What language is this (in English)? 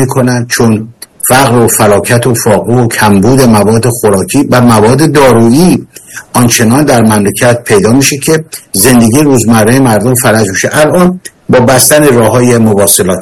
Persian